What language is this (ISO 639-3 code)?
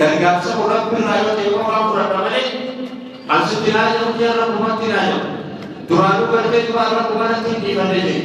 orm